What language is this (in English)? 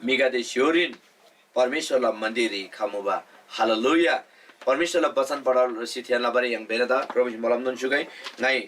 Eastern Tamang